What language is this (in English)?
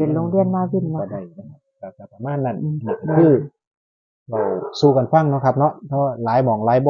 Northeastern Thai